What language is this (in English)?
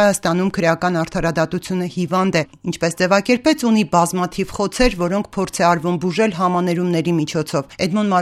Armenian